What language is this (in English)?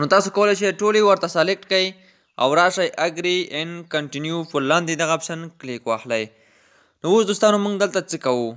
Pashto